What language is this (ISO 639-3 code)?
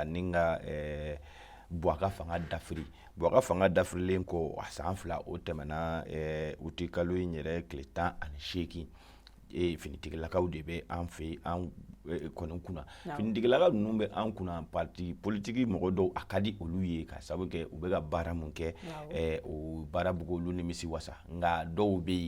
bam